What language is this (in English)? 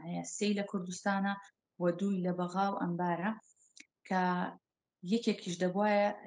Central Kurdish